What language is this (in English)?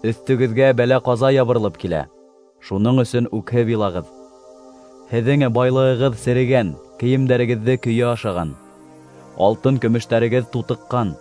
Bashkir